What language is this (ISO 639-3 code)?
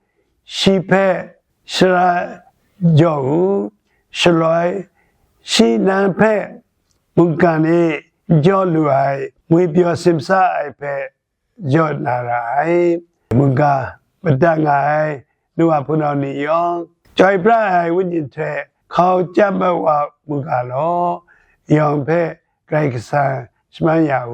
kac